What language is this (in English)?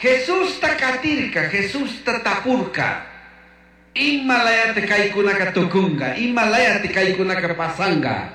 Chimborazo Highland Quichua